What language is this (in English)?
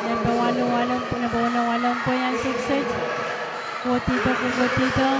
Pohnpeian